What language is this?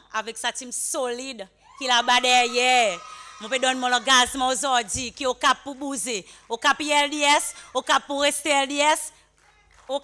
Seselwa Creole French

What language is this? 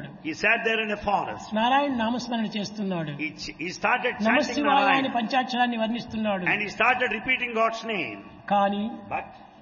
Telugu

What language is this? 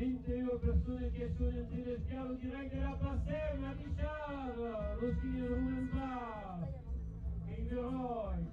Occitan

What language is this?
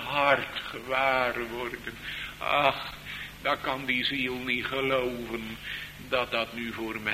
Dutch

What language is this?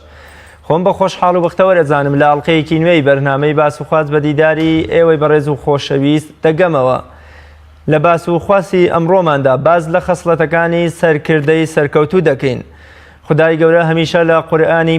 Central Kurdish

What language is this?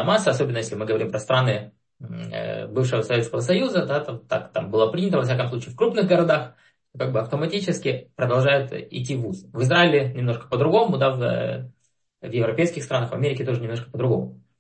Russian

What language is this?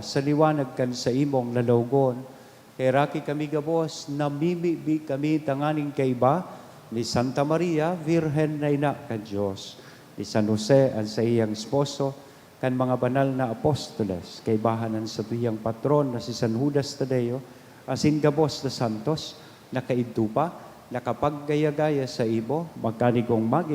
Bikol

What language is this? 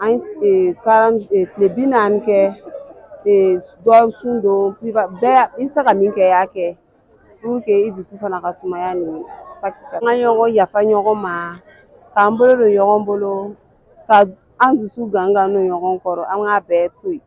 Bambara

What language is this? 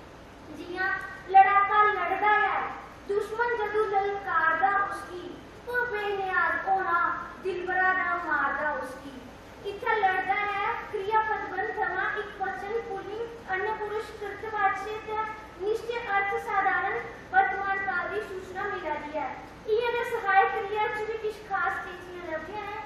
Dogri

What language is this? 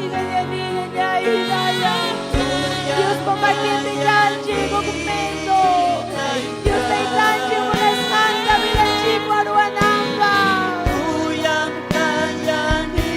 Ayacucho Quechua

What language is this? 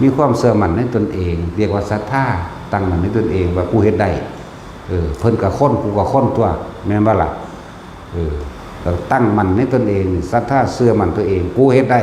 Lao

